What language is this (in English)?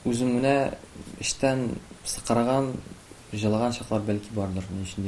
Tatar